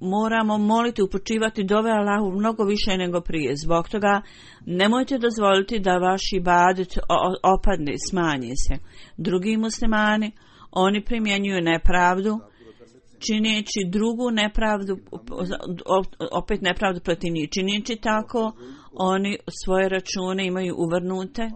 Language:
Bosnian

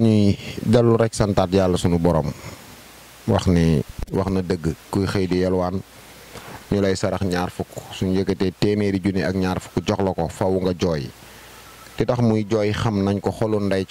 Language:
Wolof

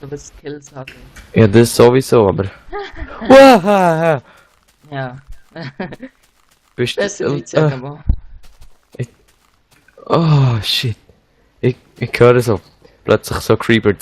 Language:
Swiss German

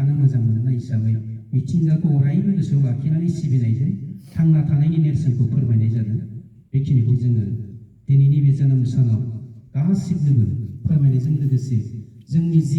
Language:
Bodo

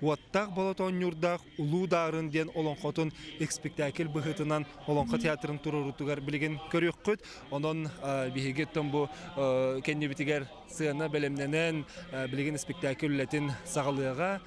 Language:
Yakut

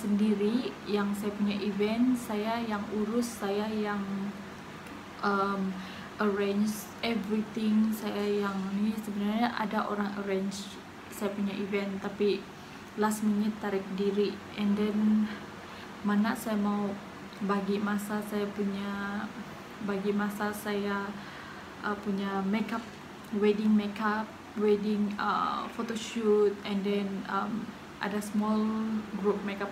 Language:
Sabah Malay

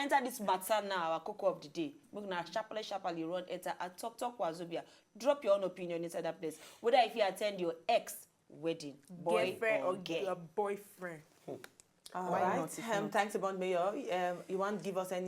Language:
Nigerian Pidgin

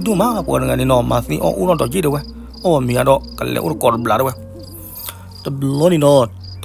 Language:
S'gaw Karen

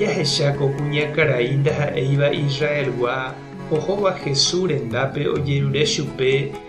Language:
Guarani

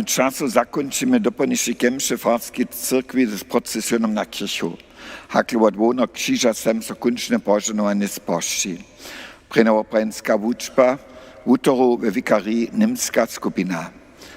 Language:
Upper Sorbian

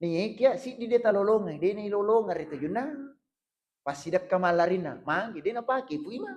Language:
Buginese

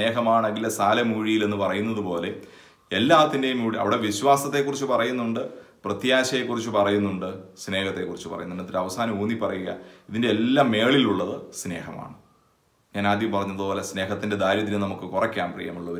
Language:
Malayalam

